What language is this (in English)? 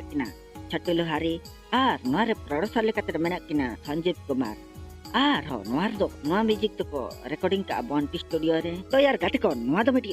Santali